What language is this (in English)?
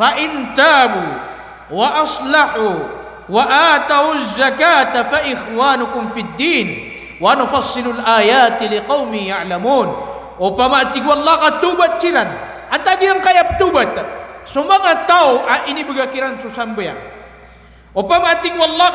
Maranao